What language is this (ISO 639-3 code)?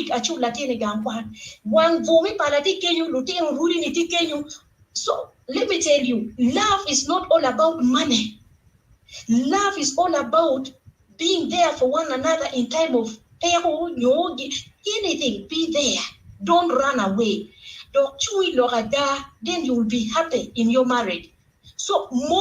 ach